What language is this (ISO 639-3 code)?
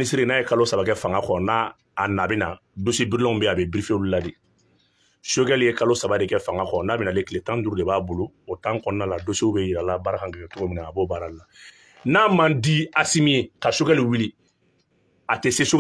bam